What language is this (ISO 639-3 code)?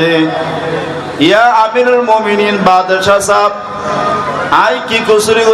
rhg